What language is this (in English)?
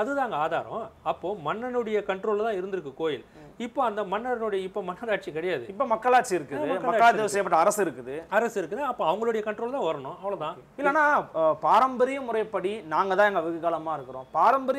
Tamil